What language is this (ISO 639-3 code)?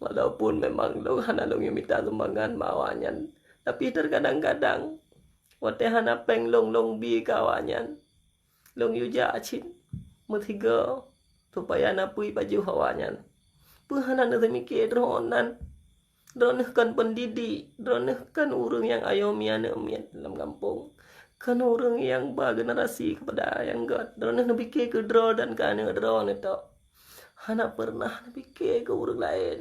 ace